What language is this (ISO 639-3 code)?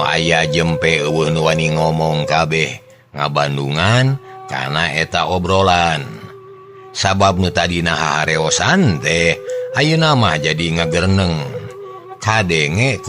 sun